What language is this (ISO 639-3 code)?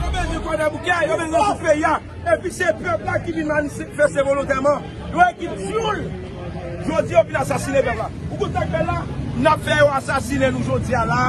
hat